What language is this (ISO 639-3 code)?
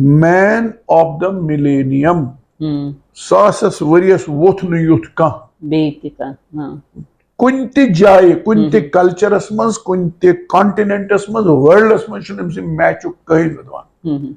kas